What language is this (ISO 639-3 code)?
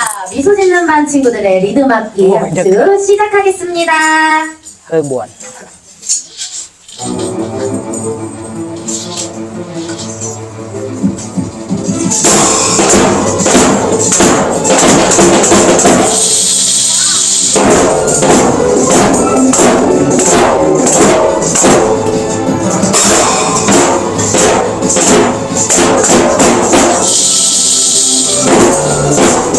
kor